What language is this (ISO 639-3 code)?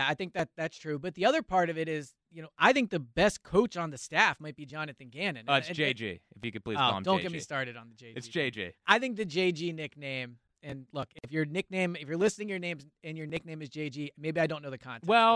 eng